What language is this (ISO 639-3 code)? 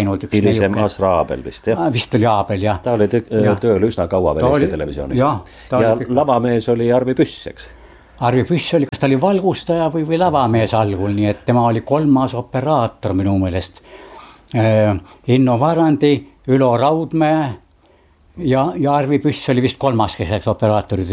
est